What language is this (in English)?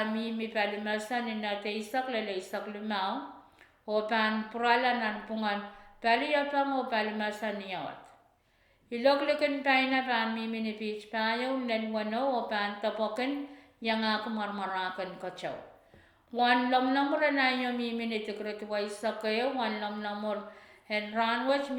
Pohnpeian